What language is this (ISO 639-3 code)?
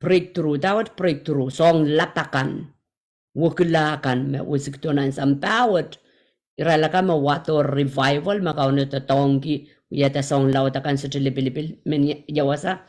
pon